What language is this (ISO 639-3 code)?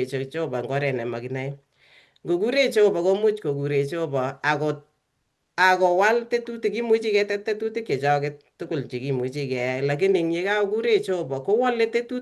kln